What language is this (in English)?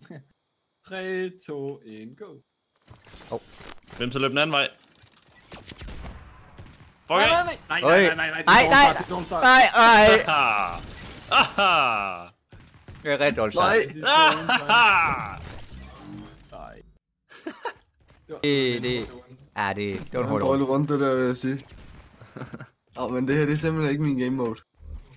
Danish